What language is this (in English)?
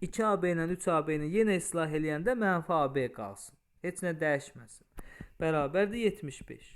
Azerbaijani